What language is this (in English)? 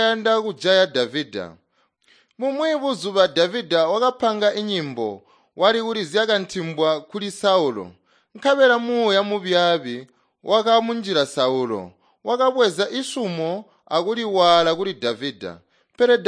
Tonga (Zambia)